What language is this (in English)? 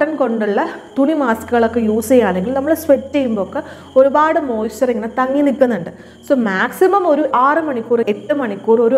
Malayalam